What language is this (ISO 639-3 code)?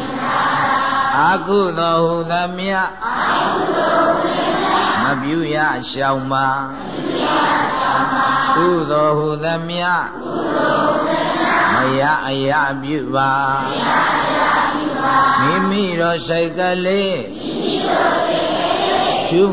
mya